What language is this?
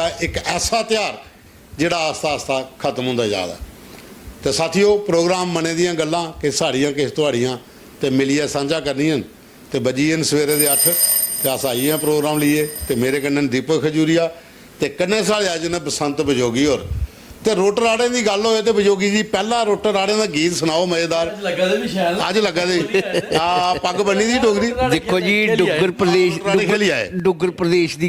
Dogri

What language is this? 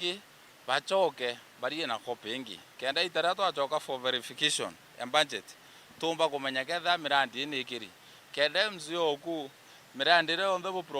Meru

